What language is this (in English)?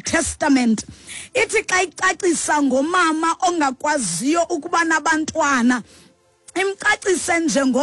Xhosa